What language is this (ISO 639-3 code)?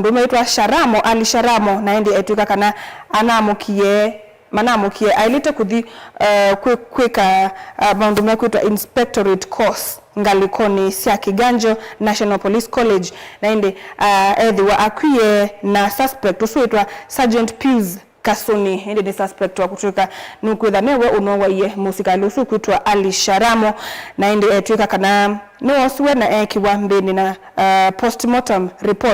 kam